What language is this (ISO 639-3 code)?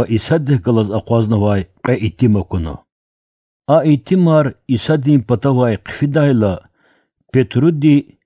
lez